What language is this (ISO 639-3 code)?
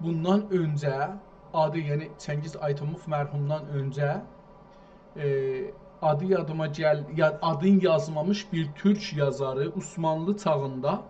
azb